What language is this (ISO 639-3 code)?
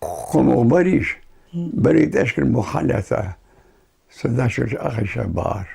inh